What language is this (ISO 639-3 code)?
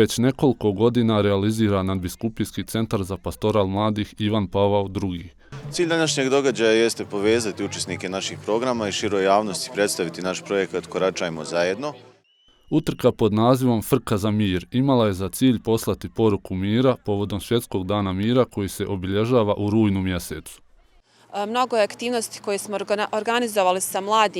bos